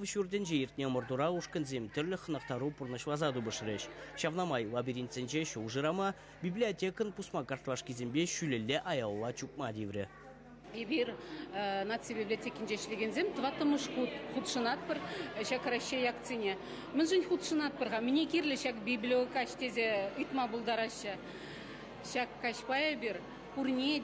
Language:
Chuvash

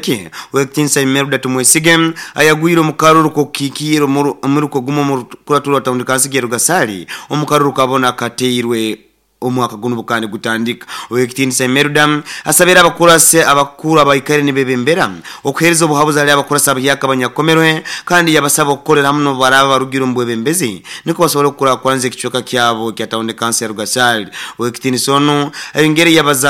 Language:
Nyoro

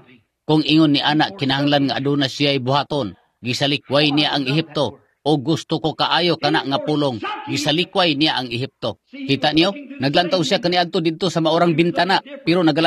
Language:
Cebuano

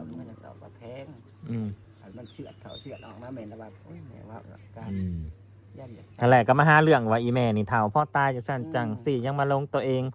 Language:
Northeastern Thai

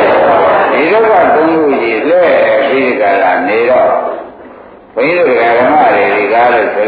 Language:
Burmese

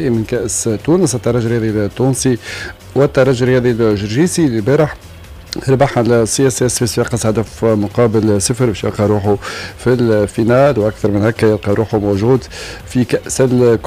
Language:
Tunisian Arabic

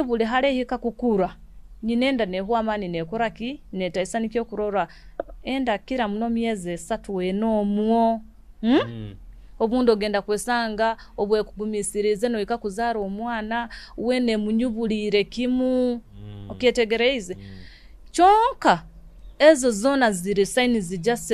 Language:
Nyoro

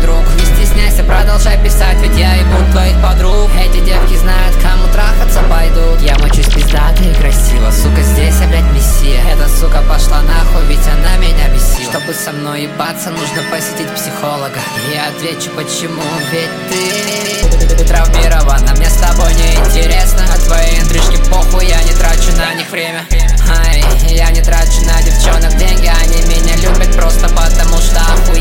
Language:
Russian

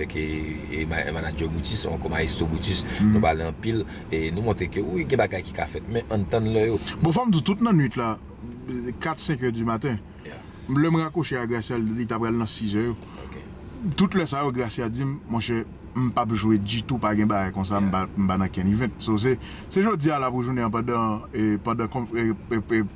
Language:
Haitian Creole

